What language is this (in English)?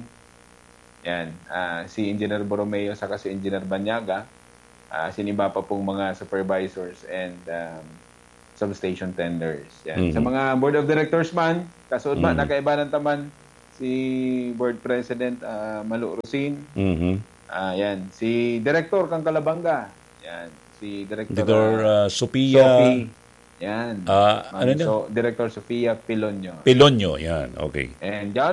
Bikol